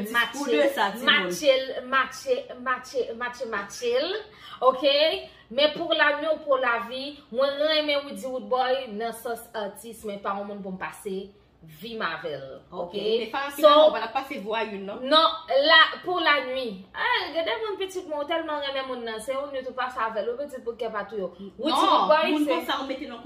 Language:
Haitian Creole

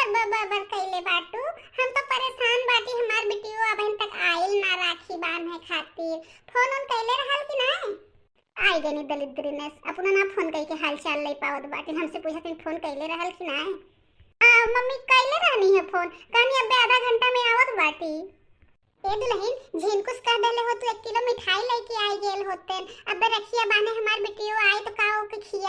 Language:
Bhojpuri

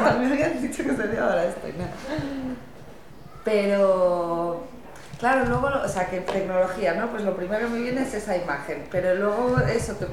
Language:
Spanish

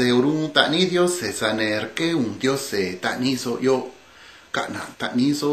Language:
Copala Triqui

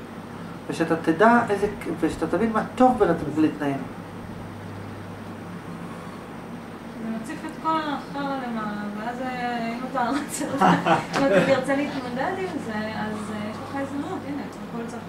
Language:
Hebrew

